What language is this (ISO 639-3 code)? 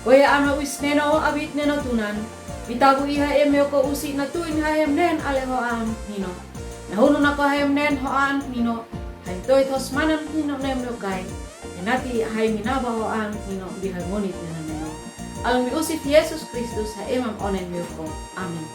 aoz